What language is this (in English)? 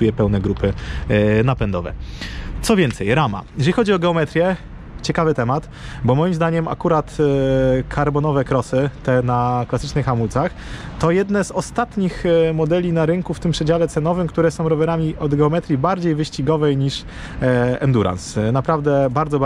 Polish